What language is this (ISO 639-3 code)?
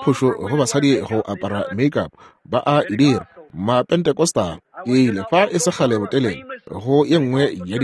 nso